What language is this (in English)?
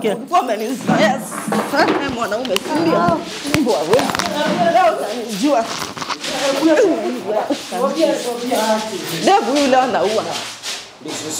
Swahili